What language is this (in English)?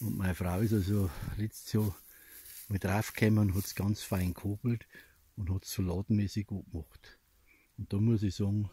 Bavarian